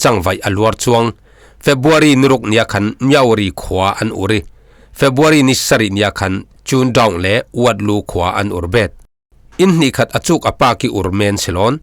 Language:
Falam Chin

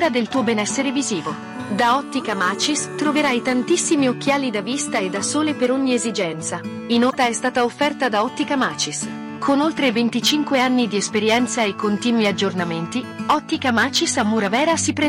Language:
Italian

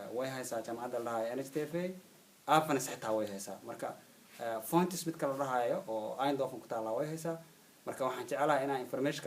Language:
Somali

